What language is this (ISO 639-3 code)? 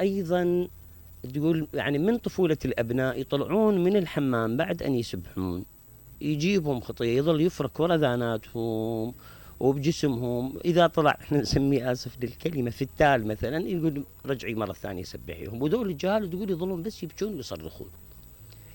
acm